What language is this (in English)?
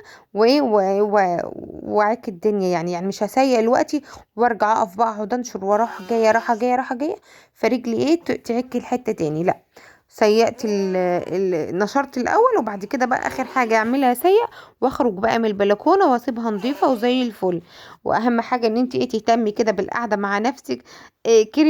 Egyptian Arabic